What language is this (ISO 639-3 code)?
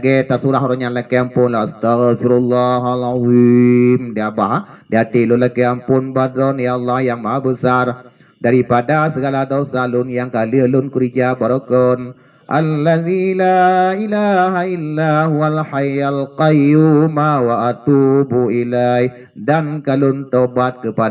ace